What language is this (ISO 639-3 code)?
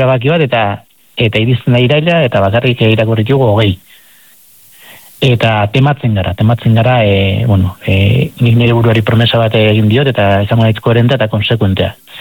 eus